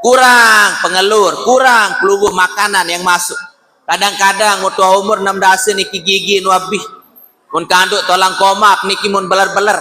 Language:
Sasak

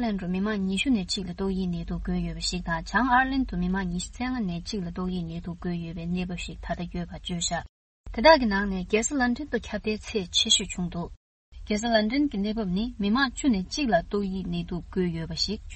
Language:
Tibetan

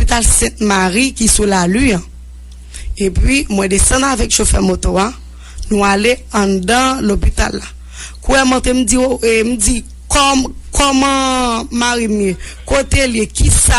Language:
Haitian Creole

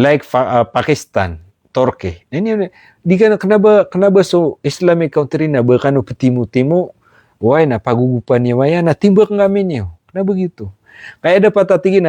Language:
Maranao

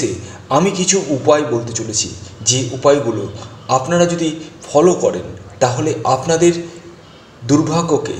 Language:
Bangla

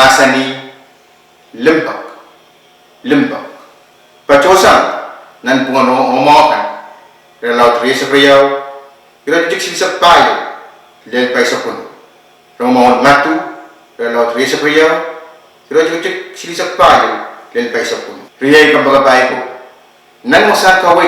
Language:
Pohnpeian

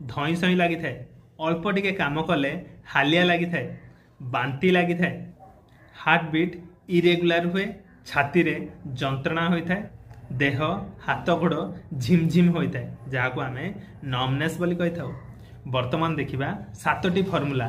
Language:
Odia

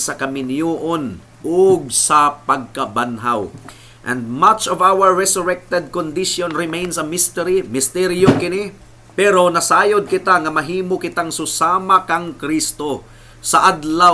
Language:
Cebuano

